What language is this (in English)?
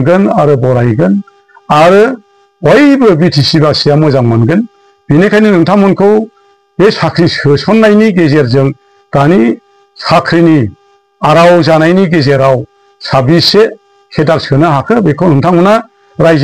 Bodo